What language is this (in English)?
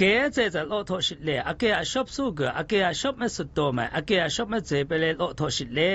Zaiwa